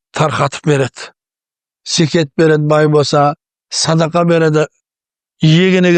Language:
Kazakh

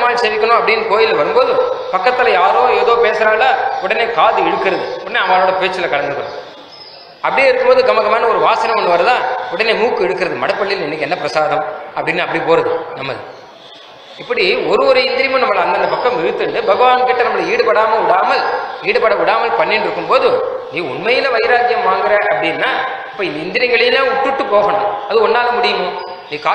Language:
Tamil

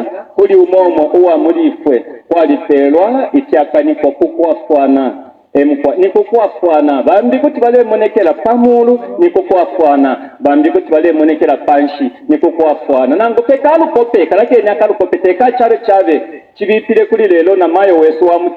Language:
Bemba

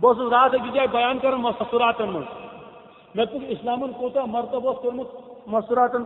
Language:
Kashmiri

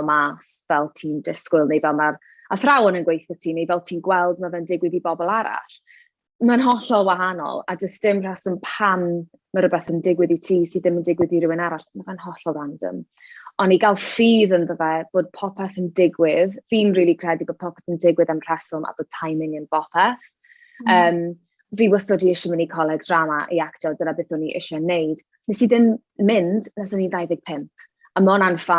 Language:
Welsh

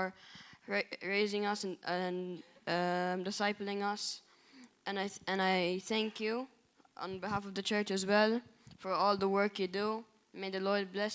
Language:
English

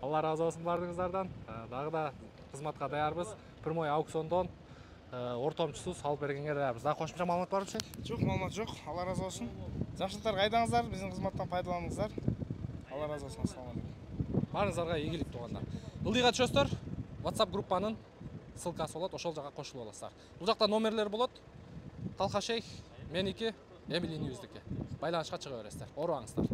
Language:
Kyrgyz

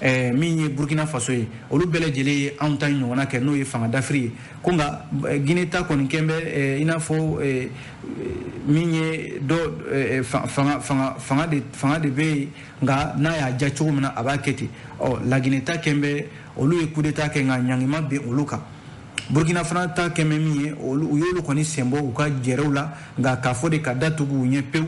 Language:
Bambara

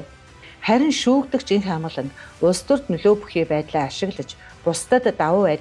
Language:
Mongolian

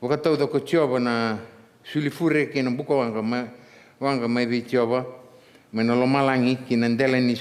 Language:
Fijian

